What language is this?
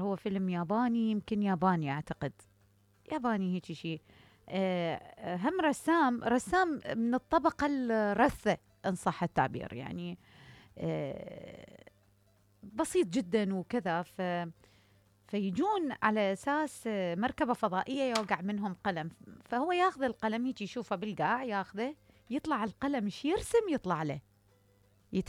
Mesopotamian Arabic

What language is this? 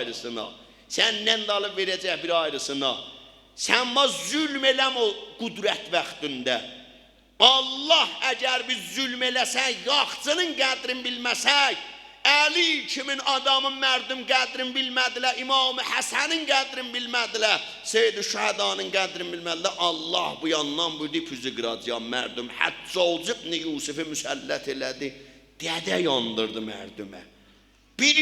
South Azerbaijani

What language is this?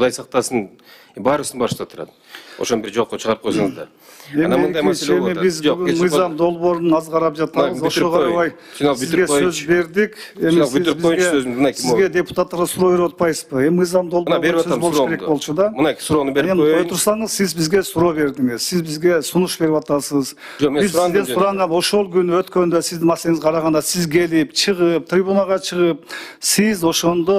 Kyrgyz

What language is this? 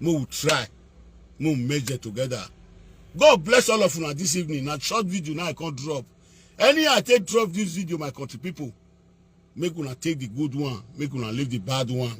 Nigerian Pidgin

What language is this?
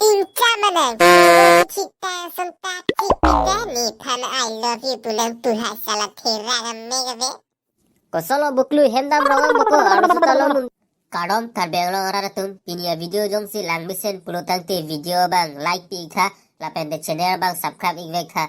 Karbi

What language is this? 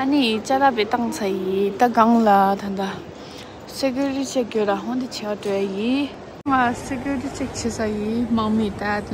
Tibetan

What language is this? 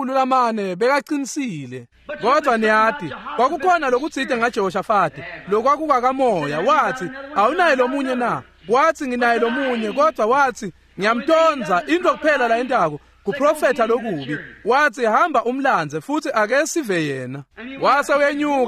Swati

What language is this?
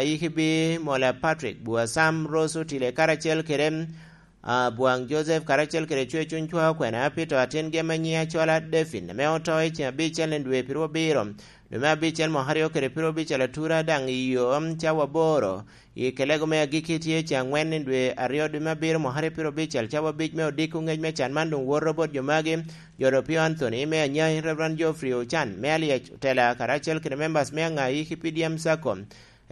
Lango (Uganda)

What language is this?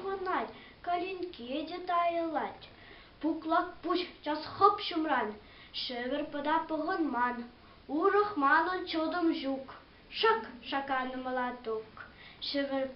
Chuvash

